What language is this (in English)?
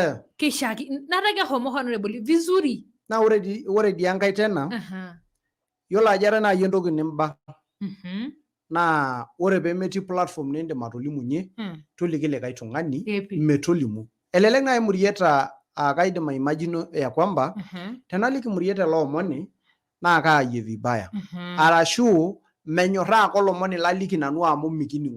Masai